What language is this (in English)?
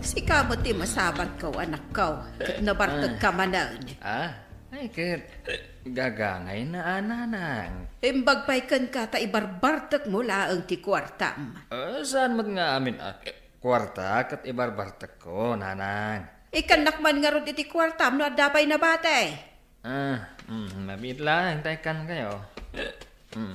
Iloko